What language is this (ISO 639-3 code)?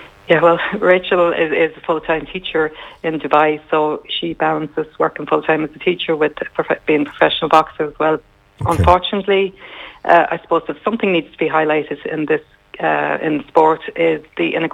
eng